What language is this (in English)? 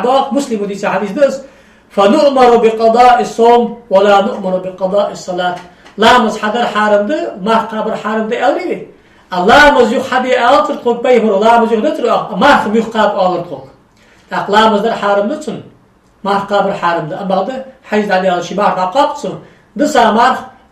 Ingush